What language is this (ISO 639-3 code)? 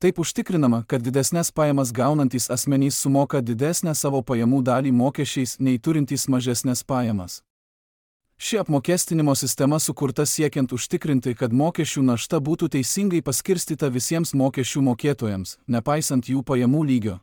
lit